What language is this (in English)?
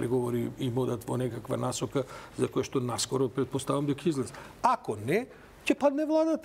Macedonian